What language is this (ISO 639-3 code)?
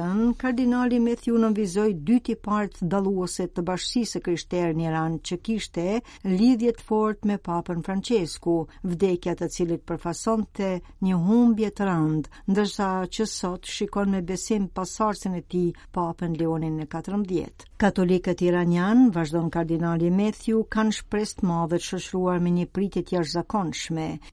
sqi